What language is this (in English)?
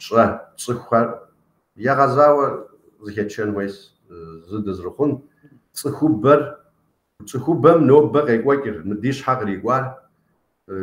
Kabardian